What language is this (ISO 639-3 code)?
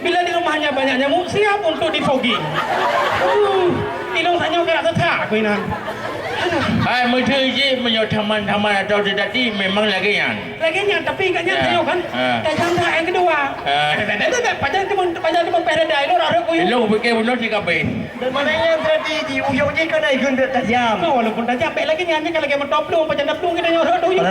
ace